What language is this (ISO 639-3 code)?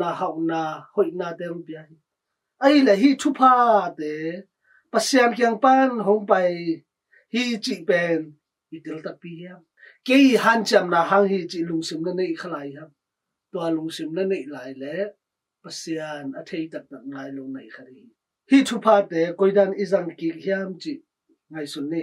ctd